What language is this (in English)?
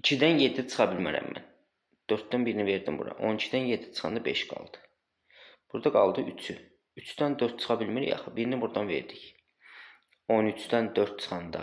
Azerbaijani